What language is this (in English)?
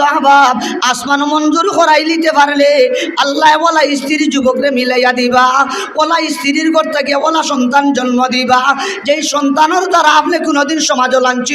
Sylheti